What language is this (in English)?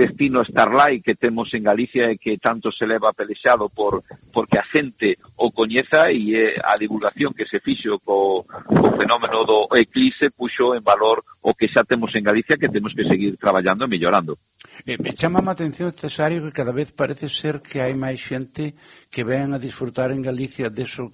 Galician